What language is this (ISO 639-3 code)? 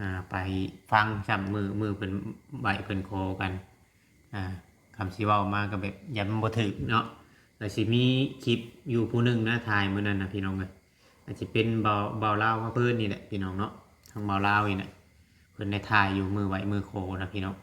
lao